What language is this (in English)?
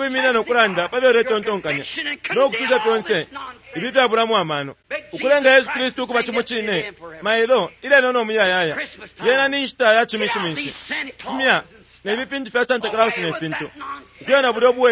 Bemba